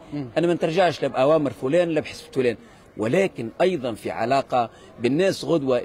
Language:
Tunisian Arabic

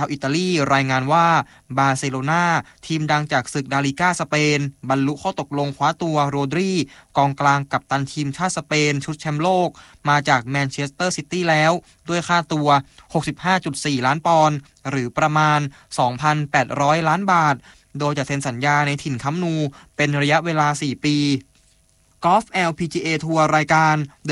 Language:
Thai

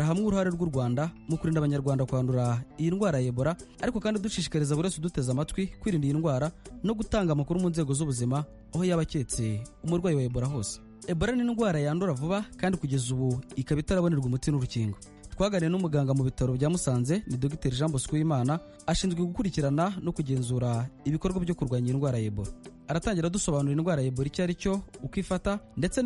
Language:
Kinyarwanda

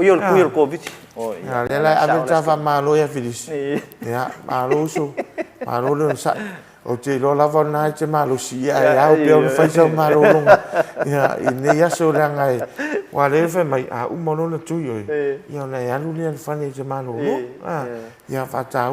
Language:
Samoan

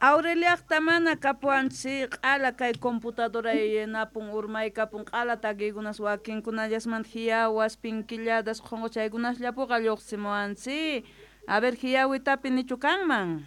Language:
Quechua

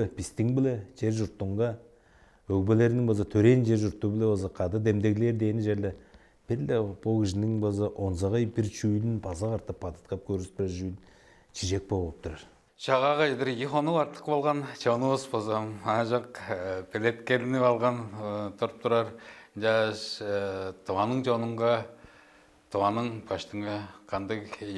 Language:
Tuvinian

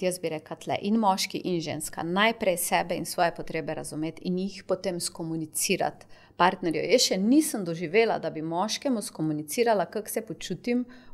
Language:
Slovenian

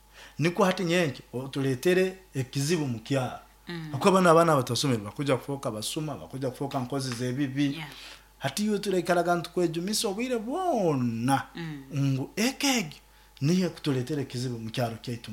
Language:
Nyoro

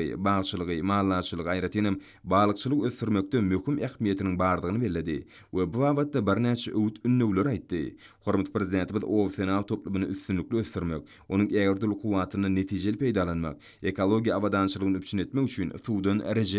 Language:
Turkmen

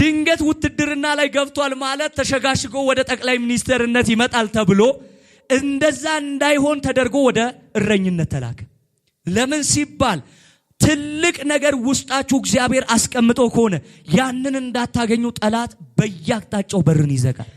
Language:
Amharic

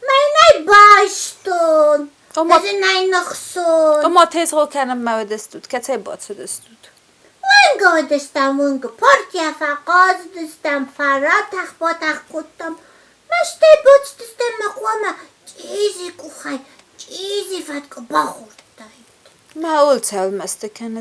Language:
Ossetic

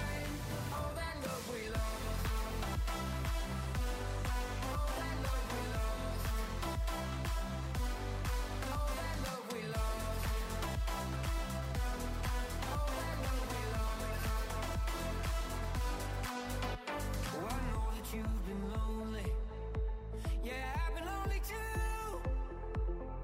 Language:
English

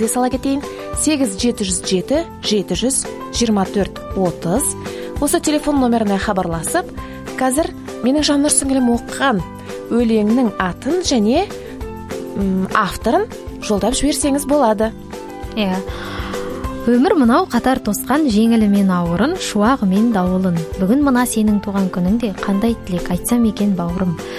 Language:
Kazakh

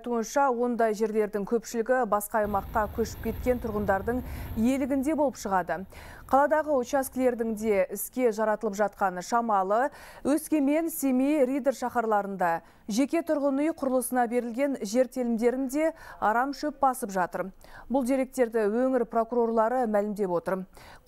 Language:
Kazakh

